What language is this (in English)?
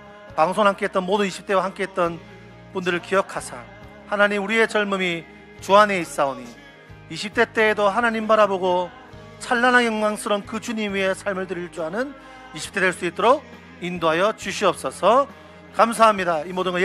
Korean